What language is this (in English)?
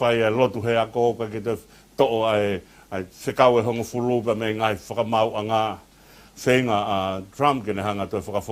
Tongan